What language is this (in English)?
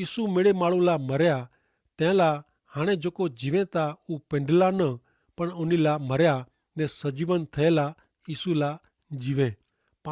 Kachhi